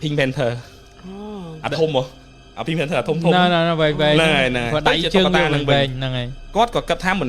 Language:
Khmer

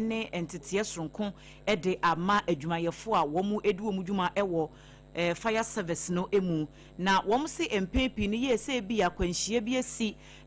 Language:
Akan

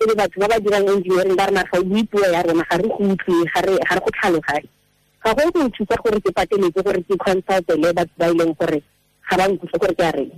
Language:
Tswana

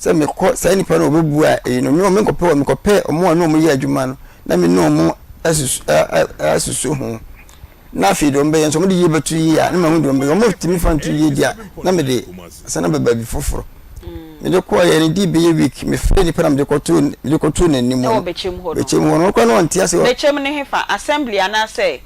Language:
Akan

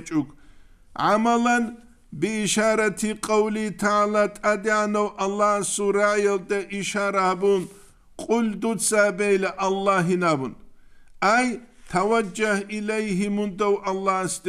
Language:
Avaric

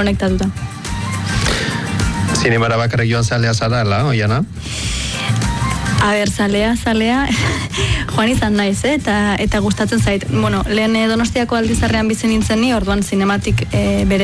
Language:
Basque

